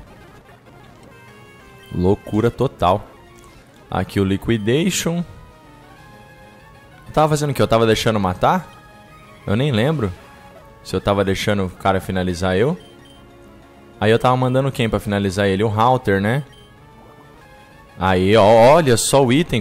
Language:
Portuguese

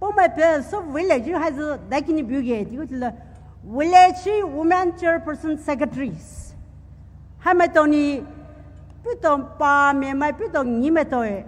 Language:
Poumei Naga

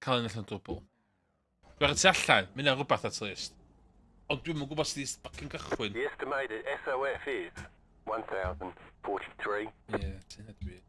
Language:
Welsh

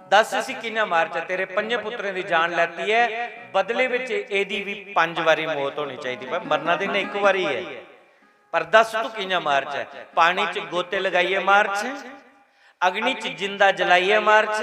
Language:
Dogri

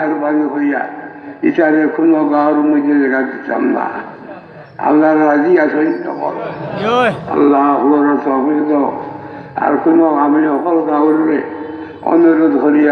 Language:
Sylheti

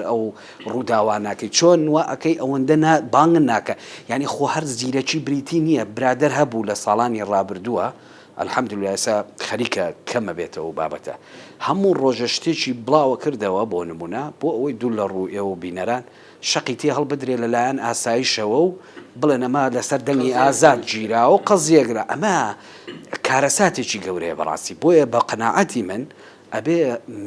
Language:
Central Kurdish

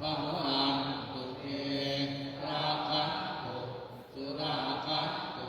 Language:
Pali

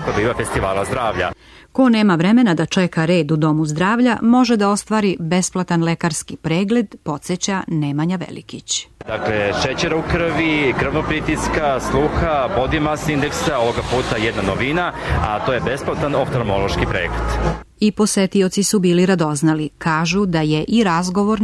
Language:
Serbian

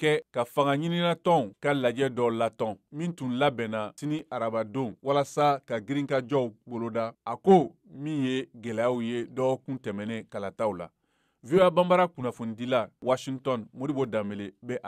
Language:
Bambara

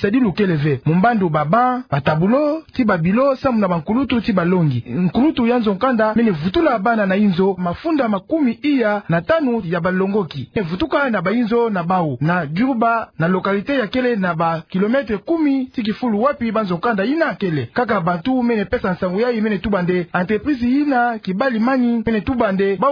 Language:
Kituba (Democratic Republic of Congo)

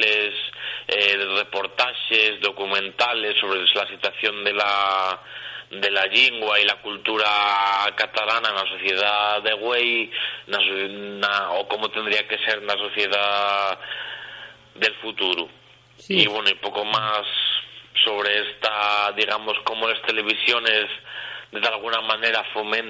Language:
Asturian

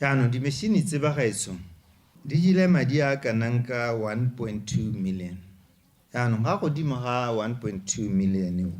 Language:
Tswana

